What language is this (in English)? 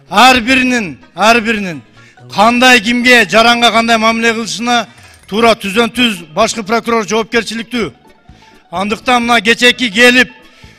Kyrgyz